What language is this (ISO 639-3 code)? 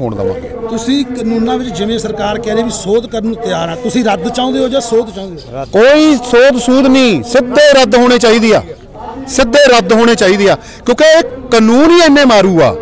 pan